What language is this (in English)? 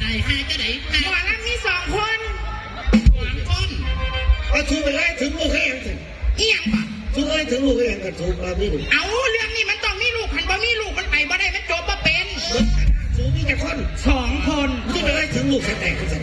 Northeastern Thai